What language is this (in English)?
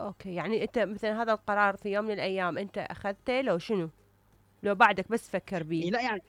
Mesopotamian Arabic